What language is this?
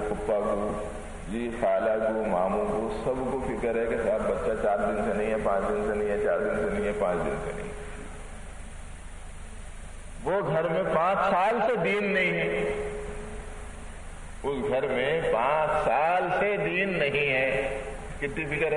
Urdu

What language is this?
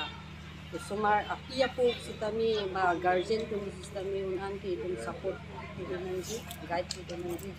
Karbi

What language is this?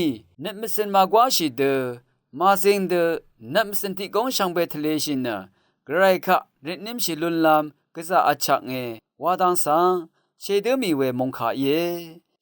Rawang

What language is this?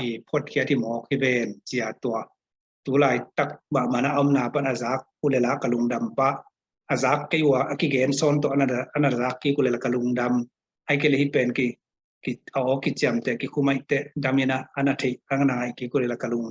Tedim Chin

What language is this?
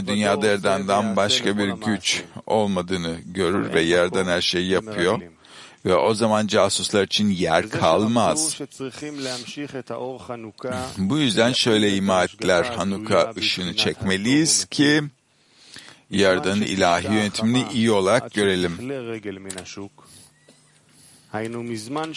Turkish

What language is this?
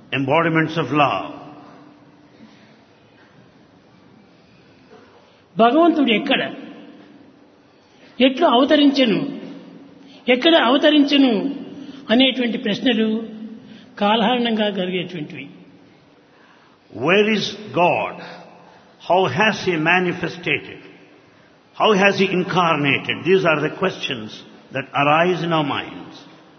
Telugu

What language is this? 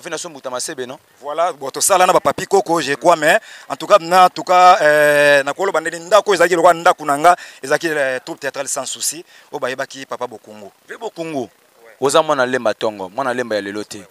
Lingala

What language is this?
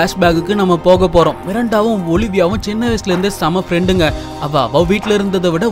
Tamil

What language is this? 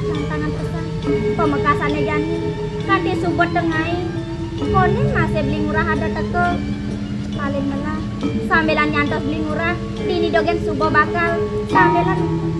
Balinese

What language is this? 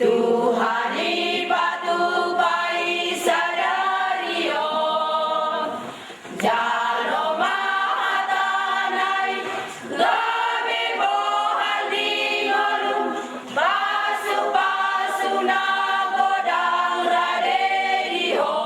Batak Toba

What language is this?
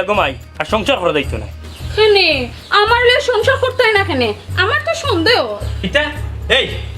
Sylheti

